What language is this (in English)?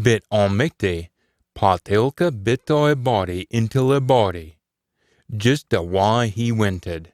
Scots